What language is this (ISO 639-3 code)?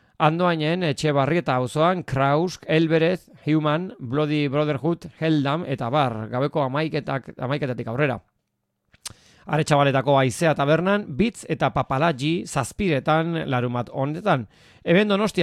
eus